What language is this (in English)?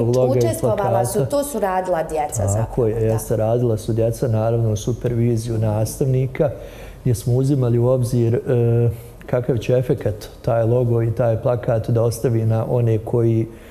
Bosnian